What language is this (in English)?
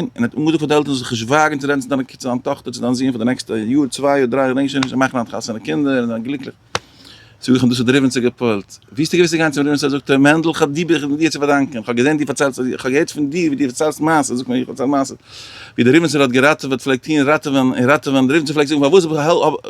Yiddish